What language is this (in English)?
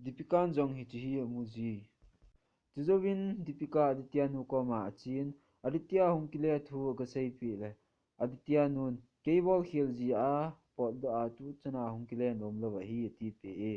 Thado Chin